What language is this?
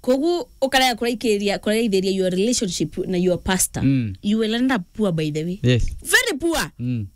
Meru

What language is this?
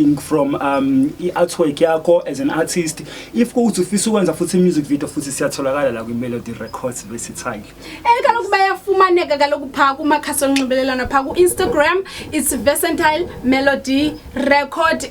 Zulu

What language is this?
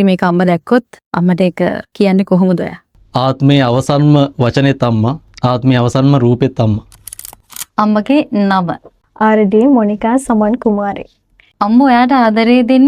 Sinhala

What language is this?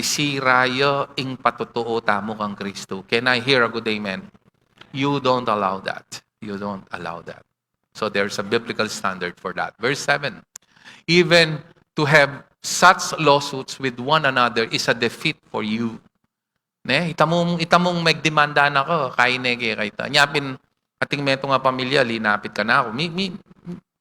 Pampanga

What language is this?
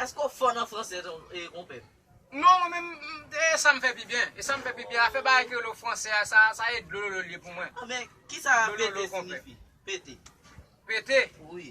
Haitian Creole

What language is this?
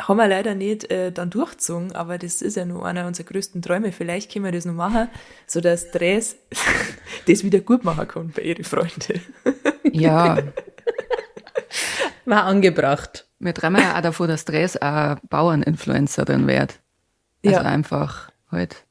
Bavarian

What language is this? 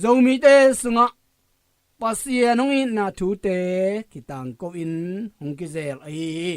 Tedim Chin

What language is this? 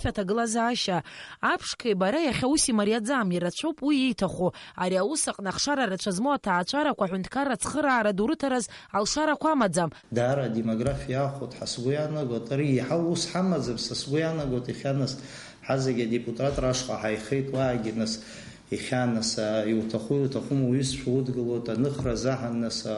Abkhazian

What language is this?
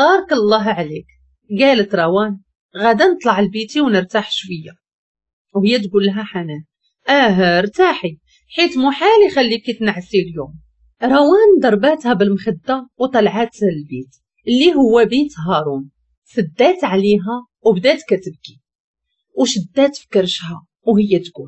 Moroccan Arabic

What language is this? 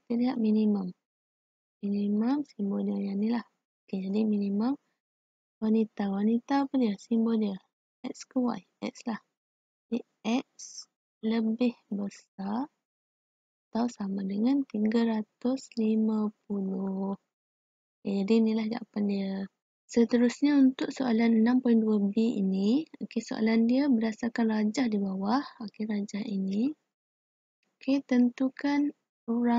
Malay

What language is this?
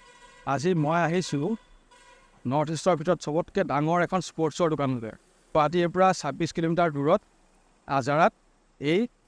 Assamese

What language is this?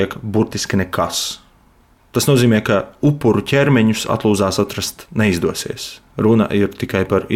Latvian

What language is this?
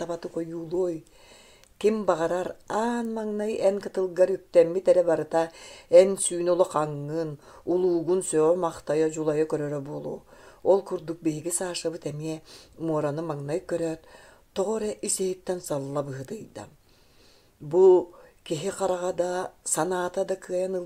Yakut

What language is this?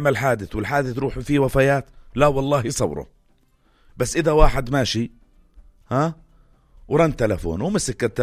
North Levantine Arabic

